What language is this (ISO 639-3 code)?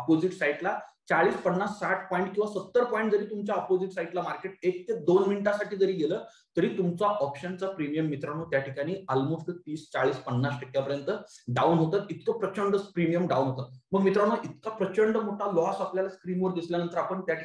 mar